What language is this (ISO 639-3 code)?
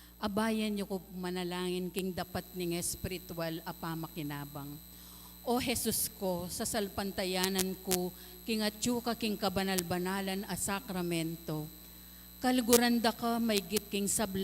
pam